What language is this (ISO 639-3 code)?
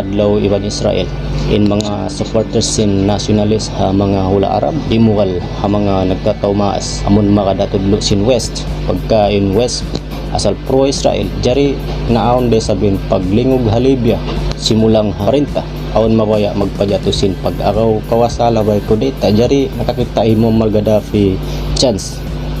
tsg